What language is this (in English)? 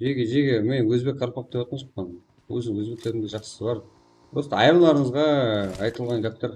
Kara-Kalpak